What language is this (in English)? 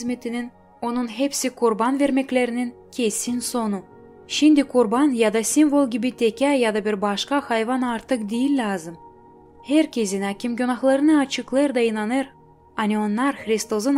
Gagauz